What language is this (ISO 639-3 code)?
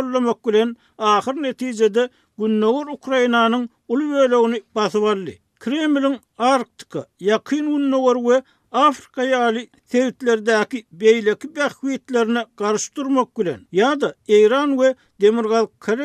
tuk